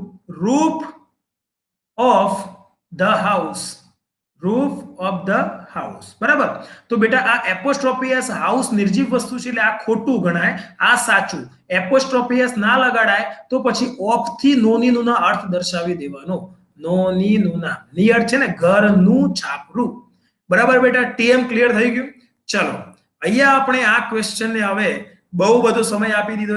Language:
Gujarati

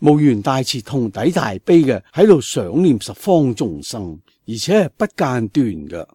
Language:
Cantonese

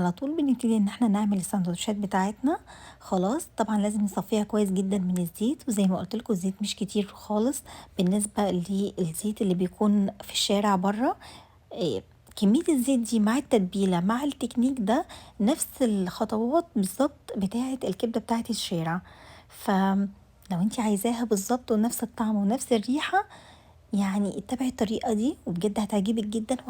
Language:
Egyptian Arabic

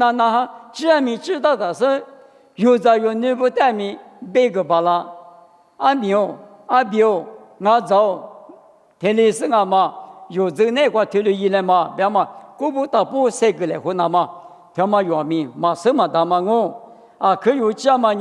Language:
Lisu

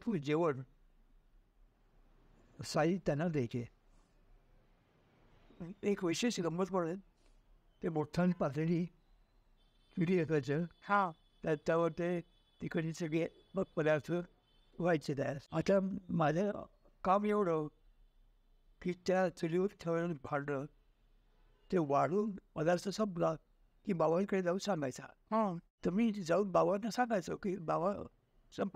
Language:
Marathi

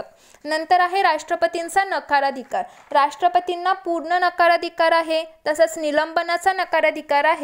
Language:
Marathi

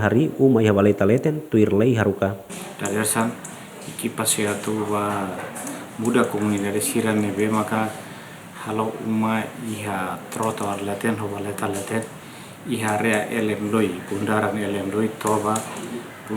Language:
Tetum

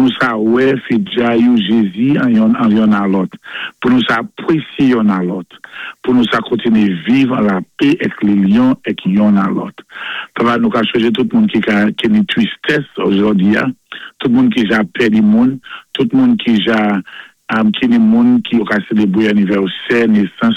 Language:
Saint Lucian Creole French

